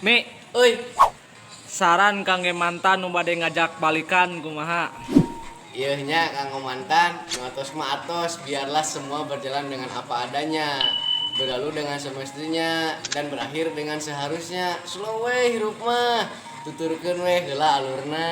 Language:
Sundanese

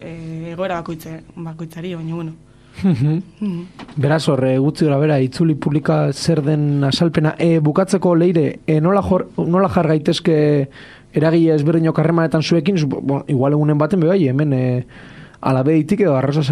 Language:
Basque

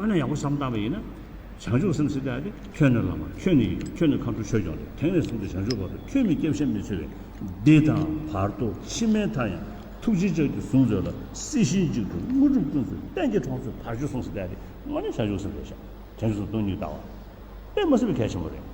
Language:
Tibetan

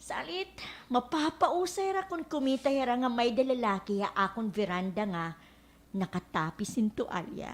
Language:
Waray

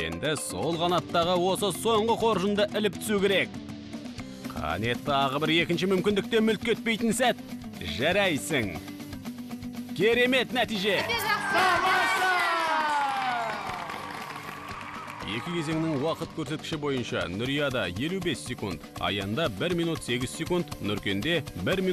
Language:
Kazakh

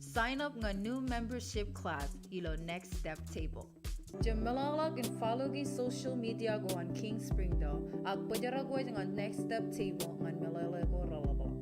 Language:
Marshallese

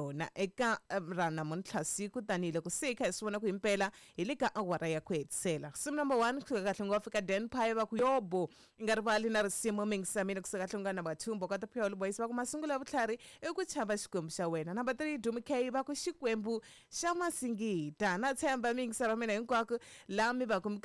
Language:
Tsonga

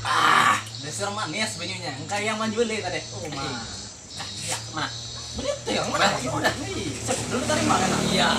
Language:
Banjar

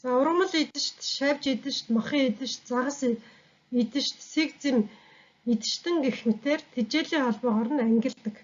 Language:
Mongolian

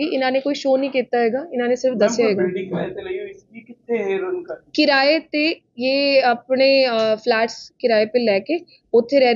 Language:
Punjabi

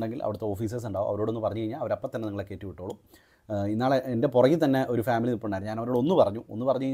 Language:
Malayalam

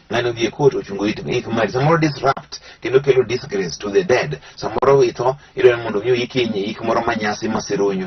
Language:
Luo (Kenya and Tanzania)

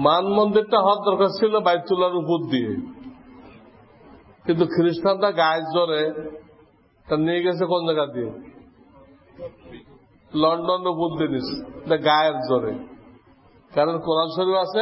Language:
Bangla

